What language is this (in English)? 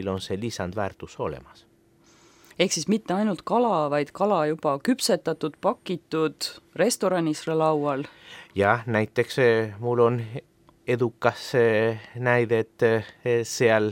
Estonian